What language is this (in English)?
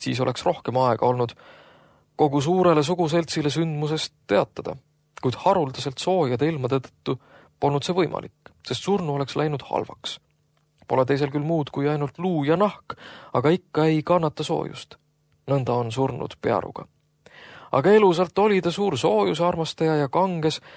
Estonian